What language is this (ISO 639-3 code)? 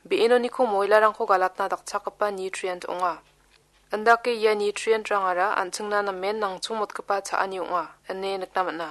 grt